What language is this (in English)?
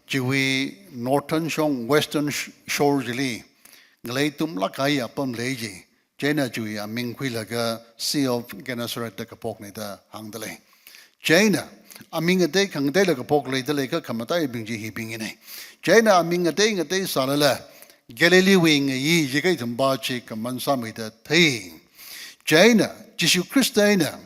Tangkhul Naga (India)